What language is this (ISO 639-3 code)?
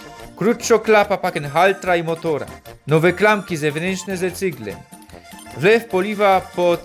szl